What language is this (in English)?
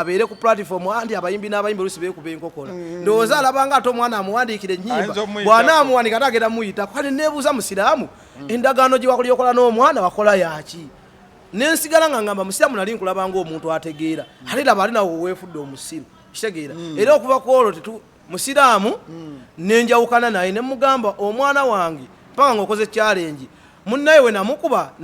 Ganda